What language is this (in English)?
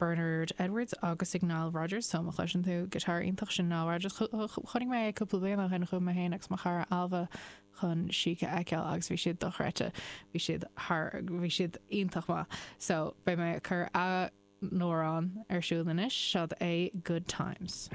Irish